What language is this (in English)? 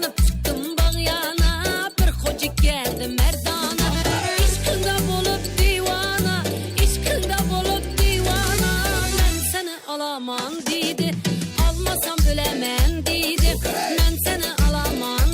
Kara-Kalpak